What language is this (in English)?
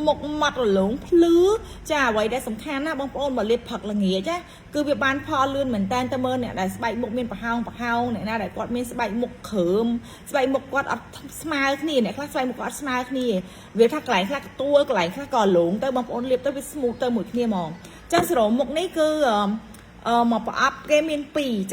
Khmer